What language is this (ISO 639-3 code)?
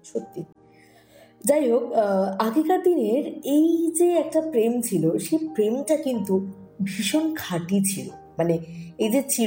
ben